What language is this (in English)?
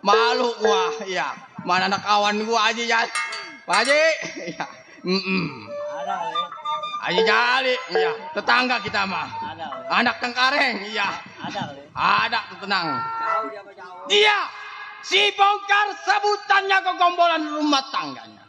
Betawi